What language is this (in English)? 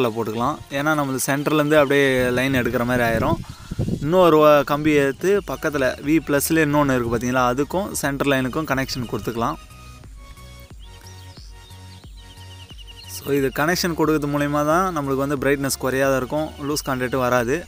Tamil